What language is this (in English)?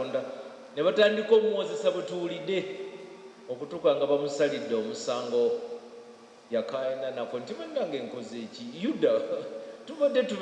Ganda